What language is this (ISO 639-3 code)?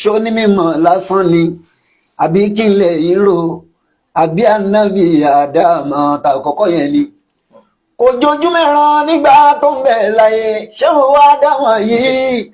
yor